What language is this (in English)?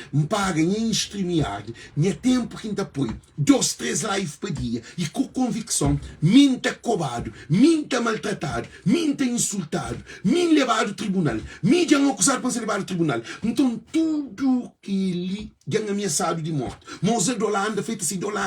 Kabuverdianu